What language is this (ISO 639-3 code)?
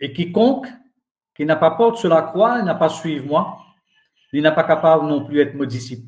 mfe